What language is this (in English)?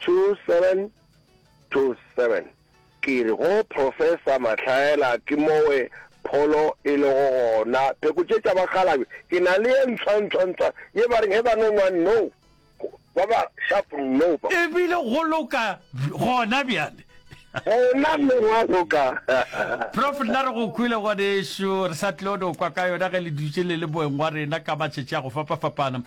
Northern Sotho